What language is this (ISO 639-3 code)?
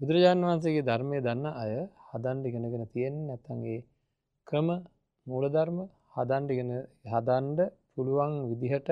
sin